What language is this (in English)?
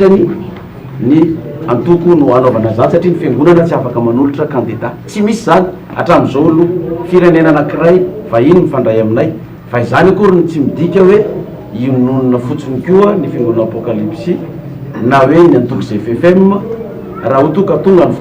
Malagasy